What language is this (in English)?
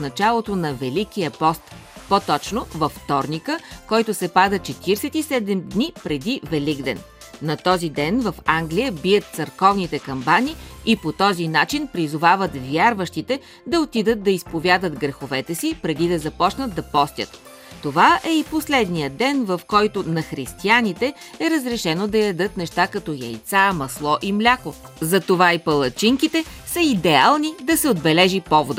Bulgarian